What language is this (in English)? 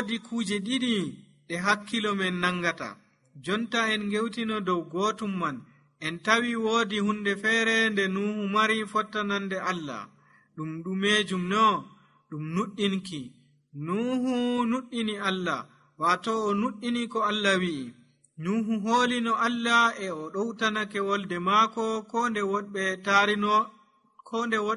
Nigerian Fulfulde